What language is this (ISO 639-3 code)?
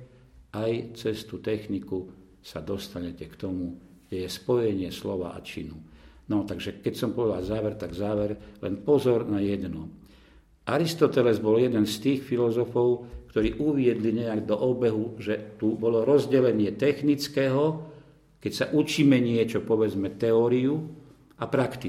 slk